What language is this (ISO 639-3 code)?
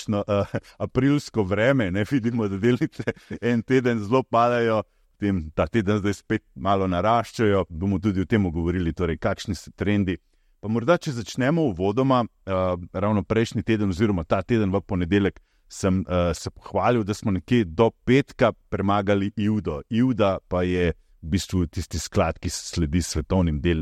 slv